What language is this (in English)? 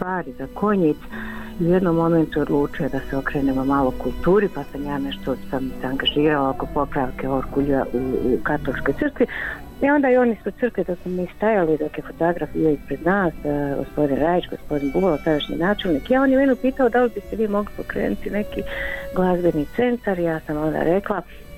Bosnian